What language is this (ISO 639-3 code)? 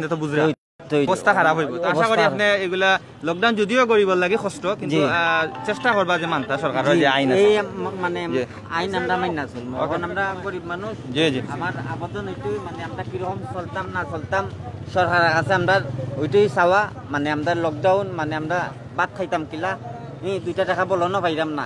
syl